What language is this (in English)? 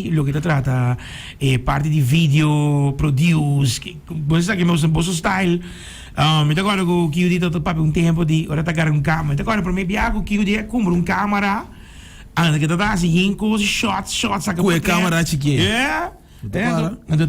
Papiamento